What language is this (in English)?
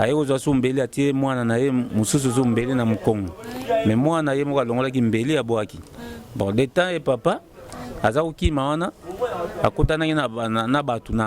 Lingala